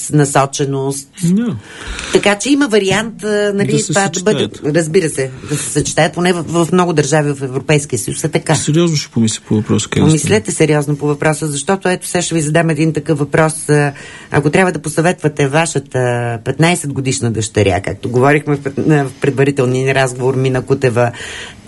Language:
Bulgarian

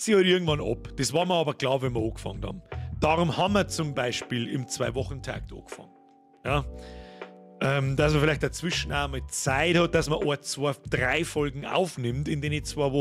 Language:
Bavarian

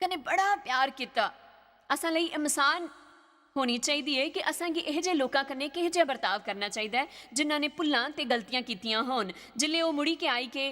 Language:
Dogri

